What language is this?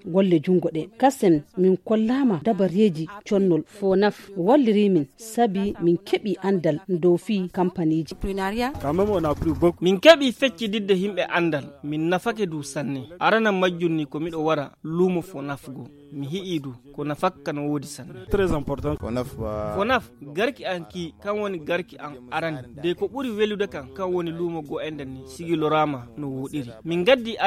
Fula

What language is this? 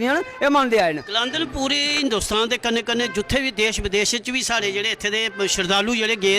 Dogri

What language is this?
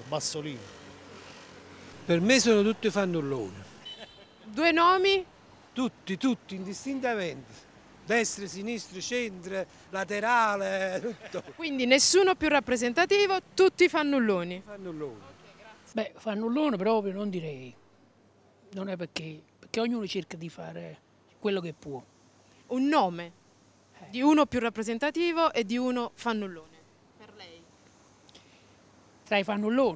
Italian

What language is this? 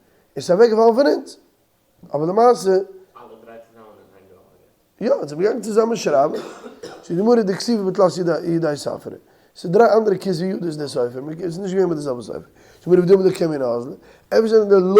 Yiddish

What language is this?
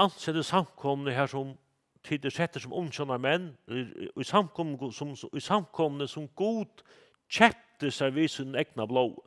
Faroese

